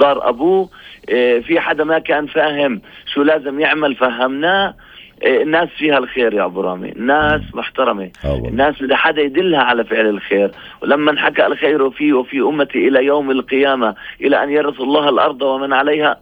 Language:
North Levantine Arabic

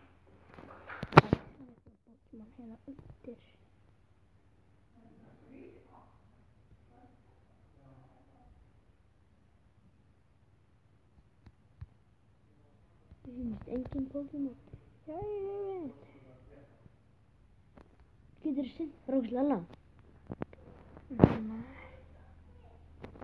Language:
Icelandic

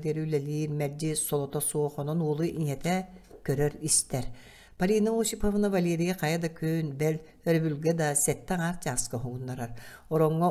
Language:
Yakut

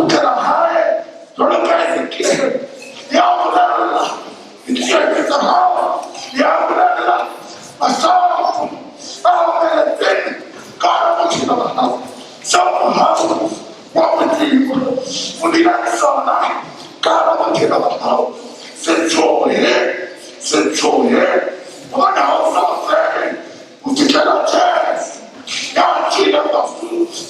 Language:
Southern Sotho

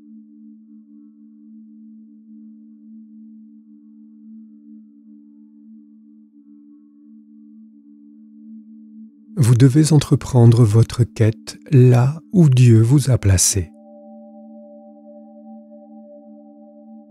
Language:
French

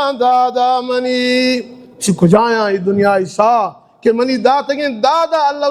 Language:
Baluchi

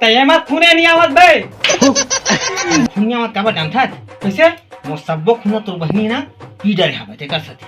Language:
Chhattisgarhi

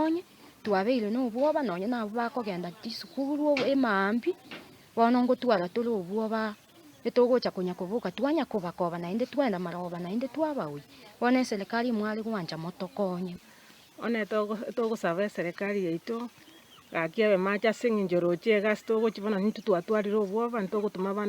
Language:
Gusii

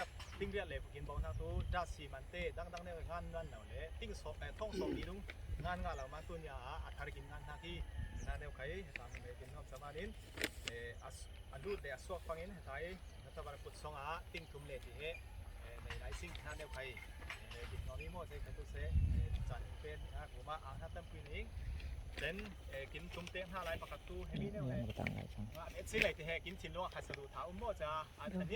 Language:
Falam Chin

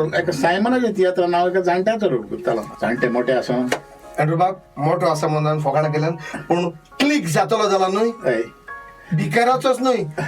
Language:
Konkani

